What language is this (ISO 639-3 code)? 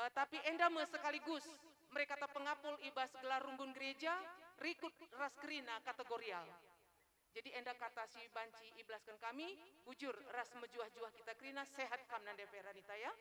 btx